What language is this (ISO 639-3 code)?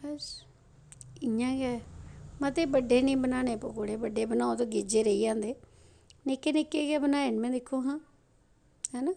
doi